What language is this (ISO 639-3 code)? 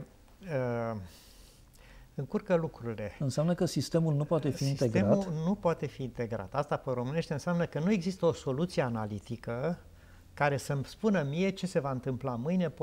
ron